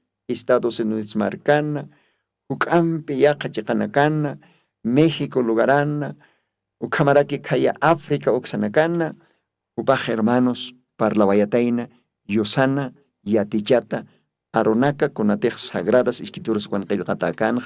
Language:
Aymara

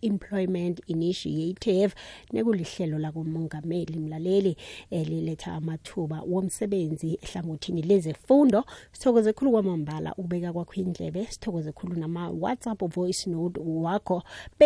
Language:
South Ndebele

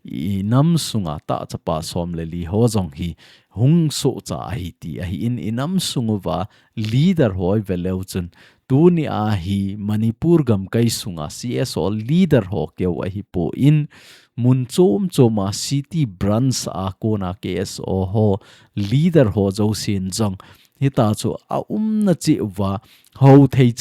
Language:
Thado Chin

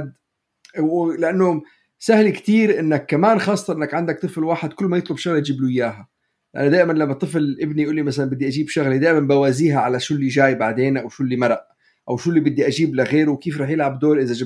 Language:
North Levantine Arabic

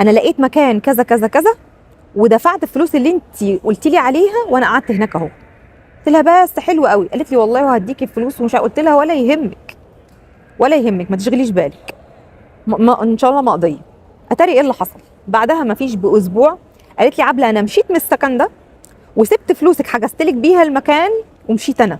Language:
Egyptian Arabic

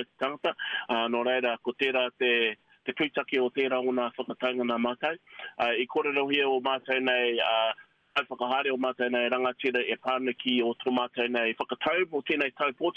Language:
Māori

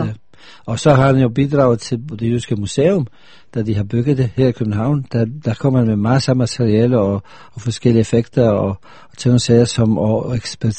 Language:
Danish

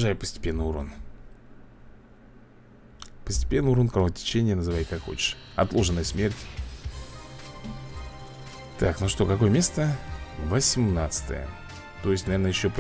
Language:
Russian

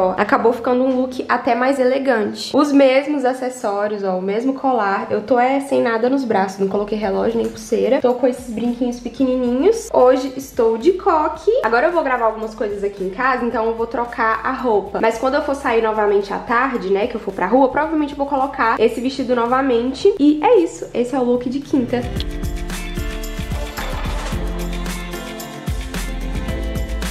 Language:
Portuguese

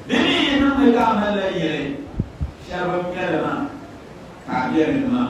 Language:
Dagbani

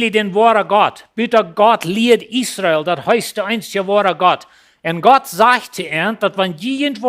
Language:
Plautdietsch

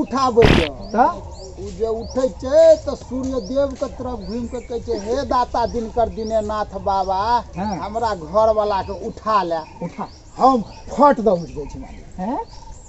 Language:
Maithili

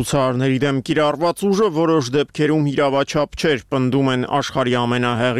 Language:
Armenian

